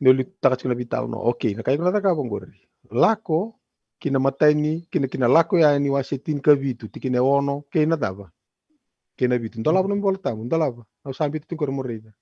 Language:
Fijian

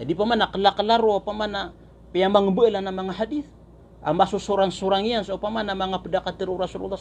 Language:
Maranao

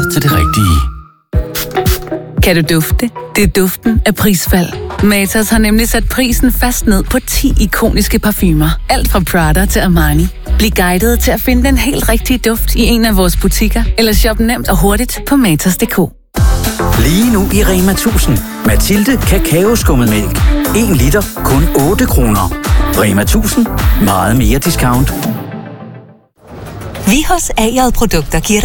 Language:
Danish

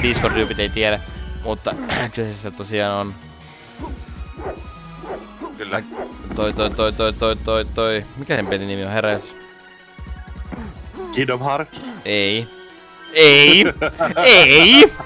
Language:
Finnish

